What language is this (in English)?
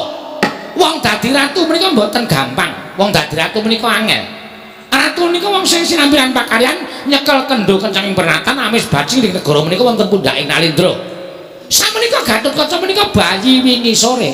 Javanese